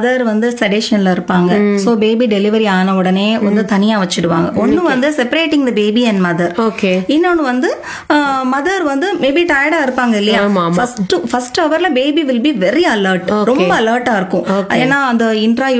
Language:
Tamil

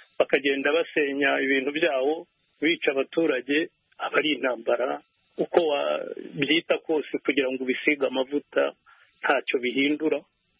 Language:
Kinyarwanda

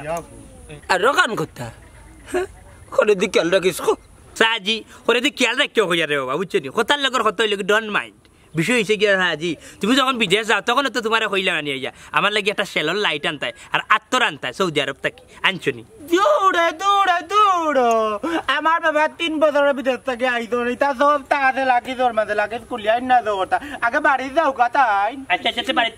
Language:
Sylheti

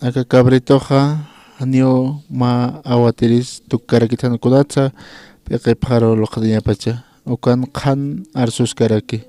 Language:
Aymara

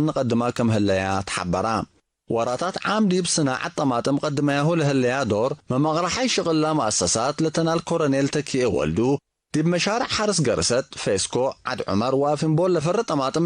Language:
Tigre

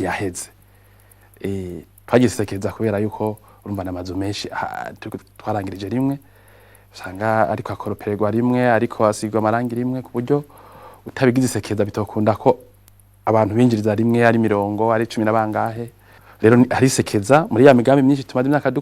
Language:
Rundi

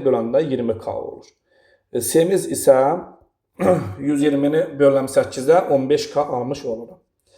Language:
Azerbaijani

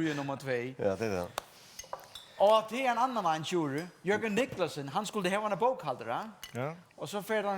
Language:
Faroese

